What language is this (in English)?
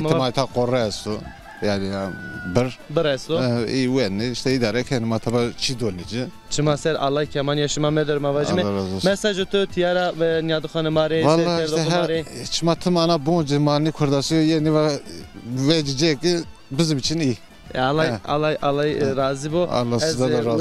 Zaza